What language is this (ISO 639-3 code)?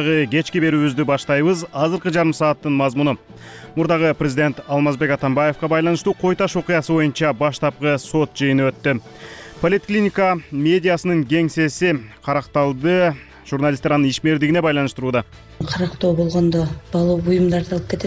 kir